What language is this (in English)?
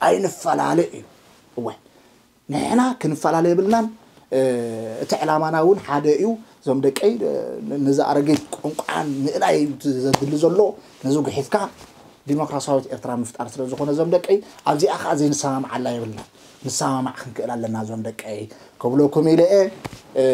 Tigrinya